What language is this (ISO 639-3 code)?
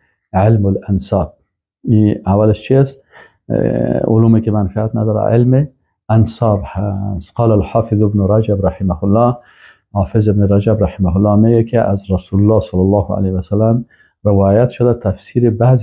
fas